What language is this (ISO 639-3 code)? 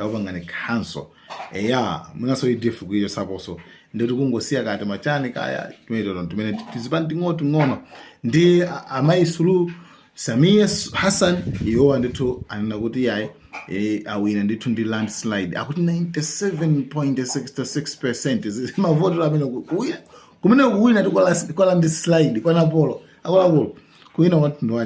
nya